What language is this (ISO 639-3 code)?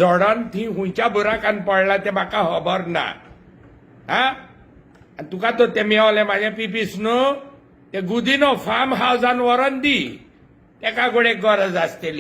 kok